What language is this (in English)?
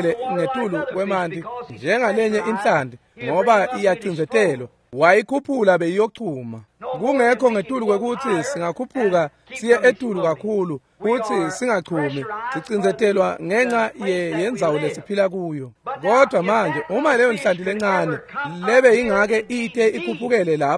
Swati